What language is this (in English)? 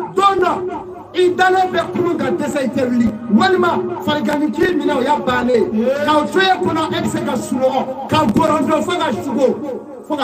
Bambara